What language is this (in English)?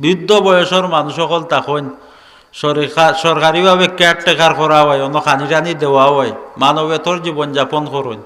Sylheti